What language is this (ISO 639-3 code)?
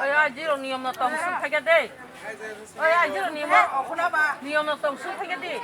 trp